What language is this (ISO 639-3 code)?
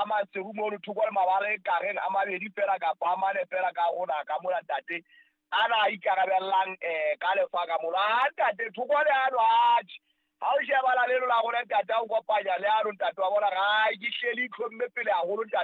sot